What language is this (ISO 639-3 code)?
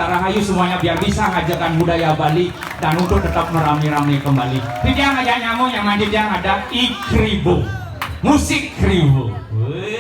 ban